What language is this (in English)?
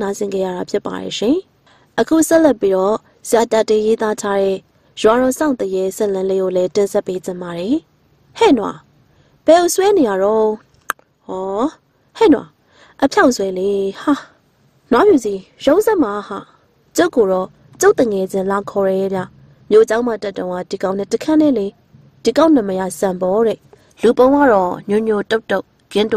Burmese